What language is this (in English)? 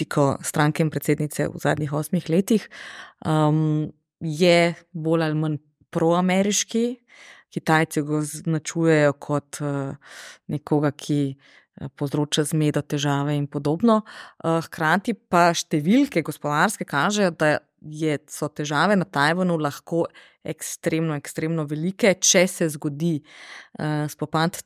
Slovenian